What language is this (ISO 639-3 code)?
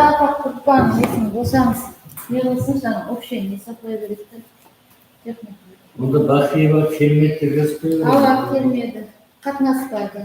kaa